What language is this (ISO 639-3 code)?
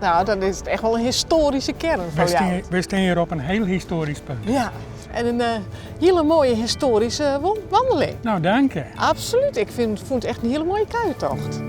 fry